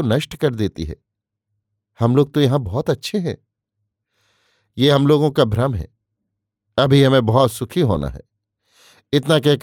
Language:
Hindi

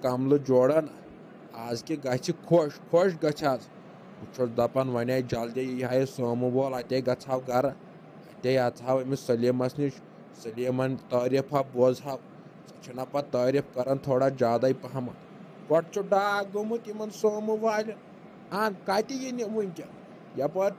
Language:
Kashmiri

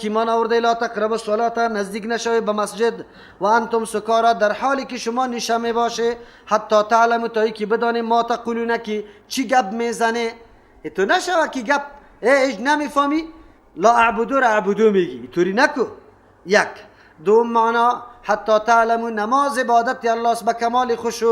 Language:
Persian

